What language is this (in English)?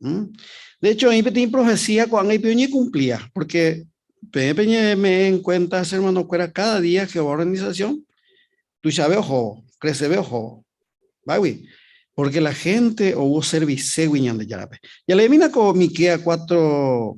Guarani